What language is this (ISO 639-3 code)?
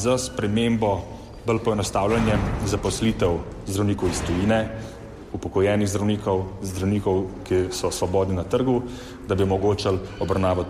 slv